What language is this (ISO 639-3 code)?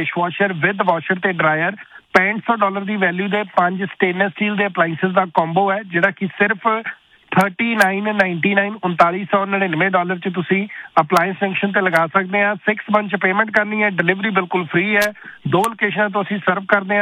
pan